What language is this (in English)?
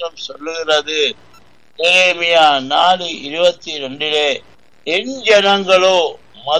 Tamil